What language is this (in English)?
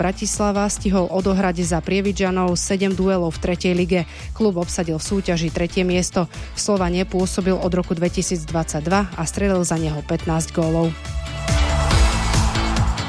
Slovak